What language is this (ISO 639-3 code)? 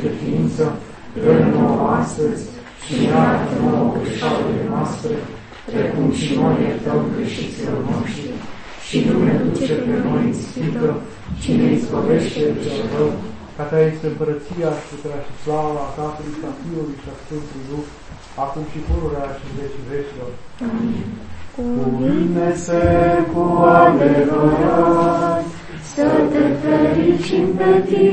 ron